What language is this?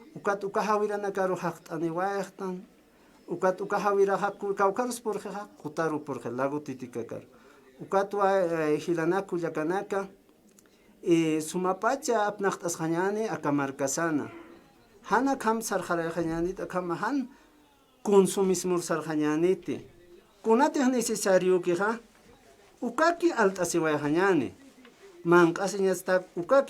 Aymara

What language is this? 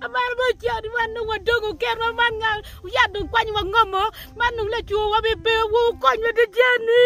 Acoli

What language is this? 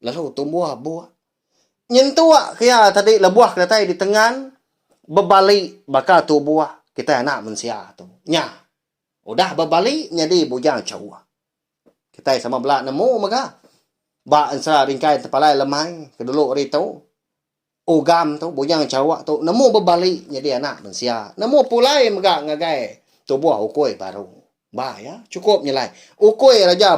Iban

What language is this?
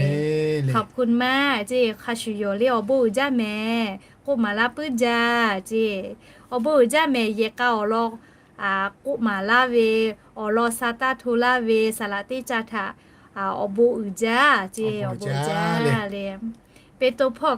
Lahu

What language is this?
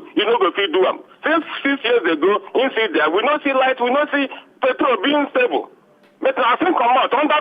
Nigerian Pidgin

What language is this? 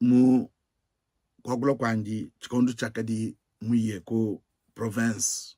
Luba-Lulua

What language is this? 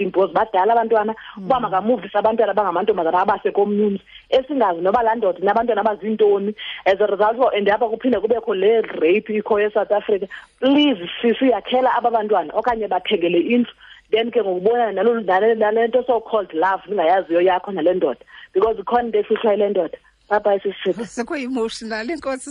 Xhosa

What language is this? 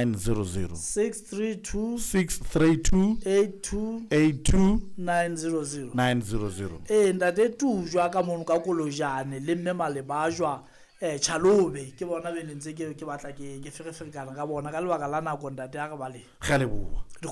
Southern Sotho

